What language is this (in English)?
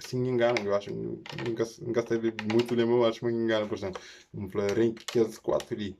Kabuverdianu